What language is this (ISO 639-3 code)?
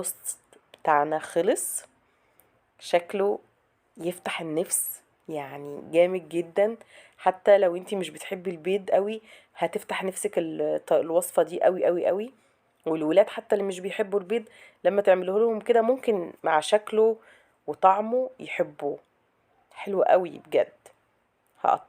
arz